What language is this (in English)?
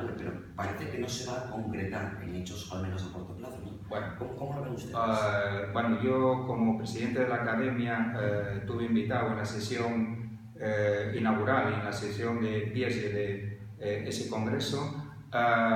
Asturian